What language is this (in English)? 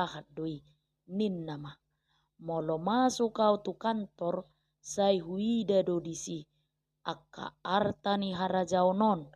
Batak Toba